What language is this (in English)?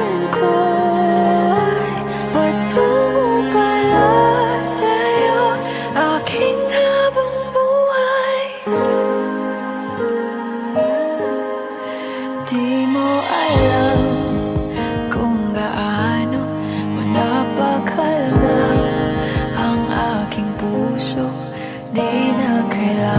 Filipino